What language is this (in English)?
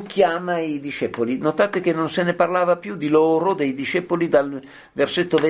Italian